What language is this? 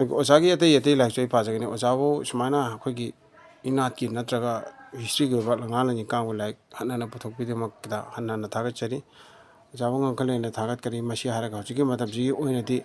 Manipuri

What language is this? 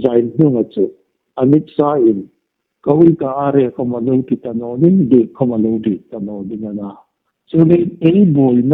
Hmar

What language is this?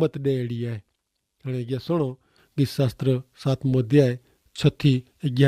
Kachhi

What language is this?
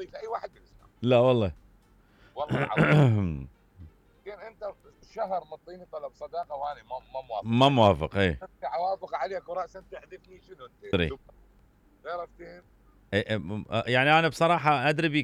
Mesopotamian Arabic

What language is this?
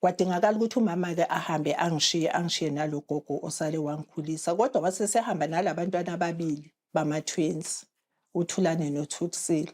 Zulu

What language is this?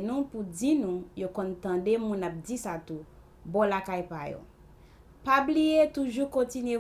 Haitian Creole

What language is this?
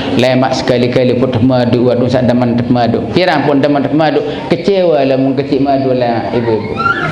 Sasak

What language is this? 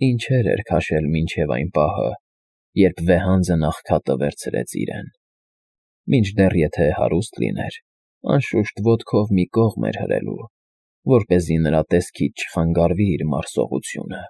Armenian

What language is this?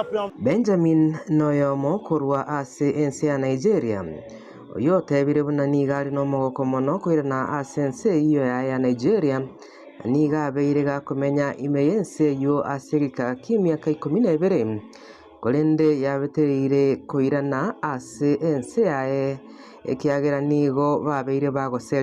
Gusii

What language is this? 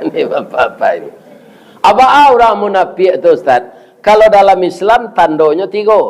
Minangkabau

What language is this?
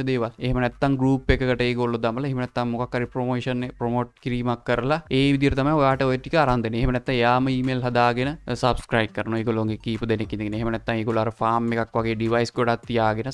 Sinhala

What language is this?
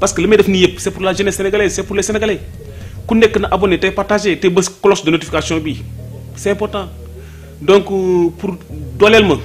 Wolof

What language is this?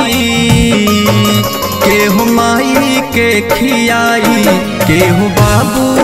Bhojpuri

